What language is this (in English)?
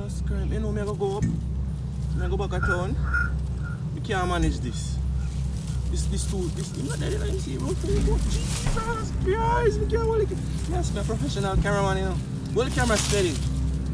Jamaican Creole English